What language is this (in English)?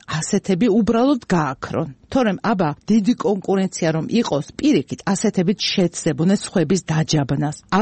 Georgian